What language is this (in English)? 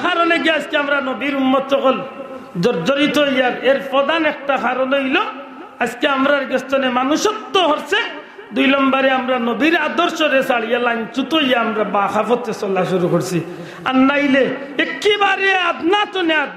Sylheti